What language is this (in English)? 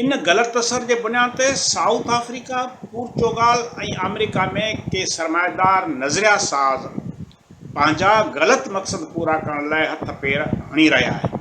Sindhi